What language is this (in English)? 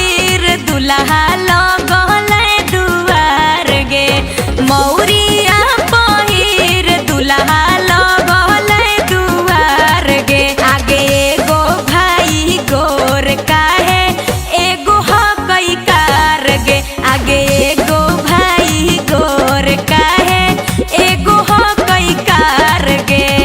Magahi